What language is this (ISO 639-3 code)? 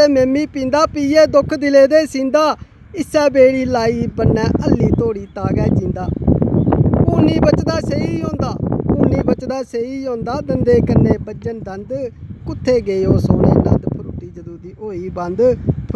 doi